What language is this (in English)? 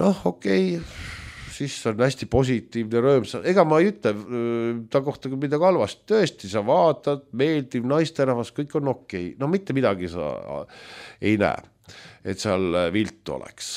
Estonian